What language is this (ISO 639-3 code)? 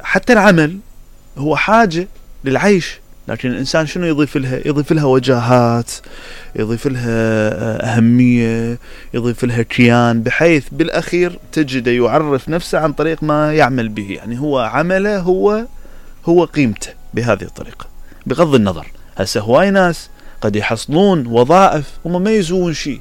acm